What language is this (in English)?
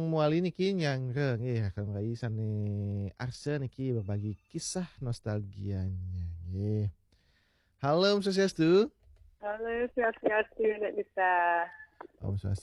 Balinese